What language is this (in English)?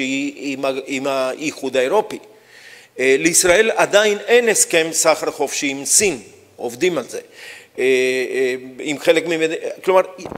Hebrew